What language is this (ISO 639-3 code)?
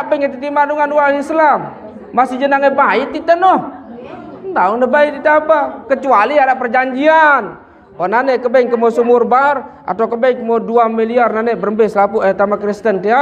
sas